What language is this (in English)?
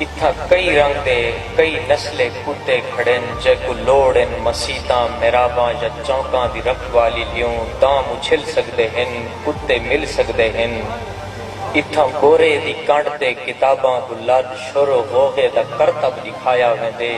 Saraiki